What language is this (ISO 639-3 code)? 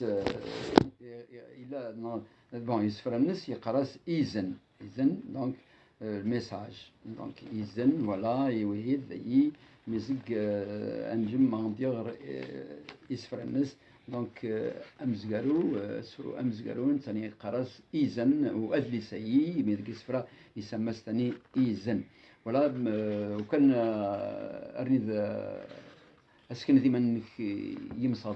kab